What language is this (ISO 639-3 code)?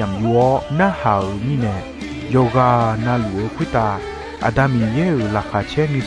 ahk